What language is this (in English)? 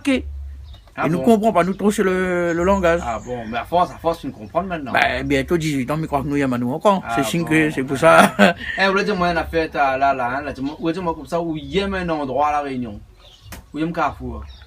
Réunion Creole French